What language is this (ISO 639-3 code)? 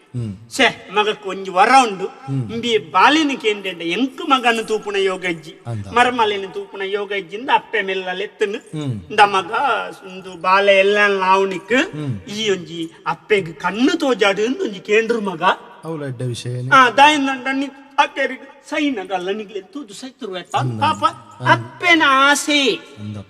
tcy